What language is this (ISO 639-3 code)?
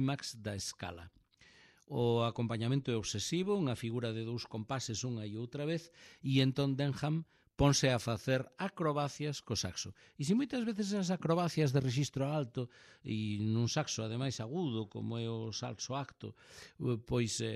glg